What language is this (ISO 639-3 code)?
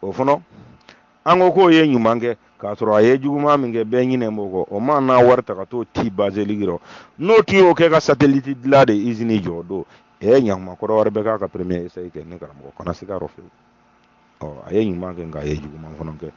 bam